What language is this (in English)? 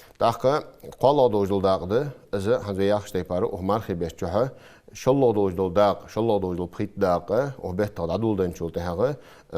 Ingush